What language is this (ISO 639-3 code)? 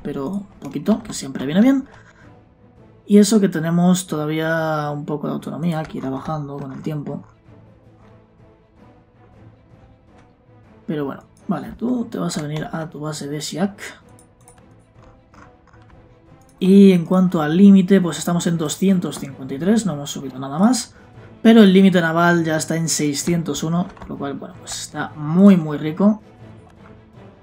spa